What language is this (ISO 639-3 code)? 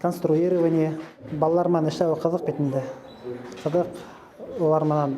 bak